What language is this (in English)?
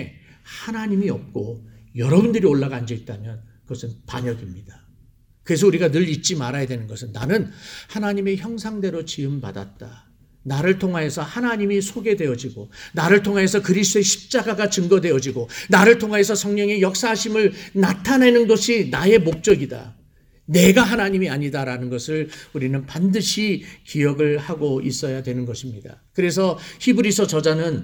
Korean